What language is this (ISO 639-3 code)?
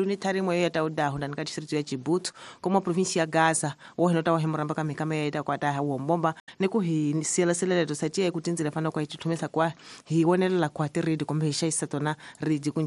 tso